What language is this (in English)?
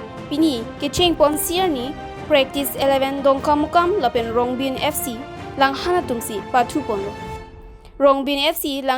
Karbi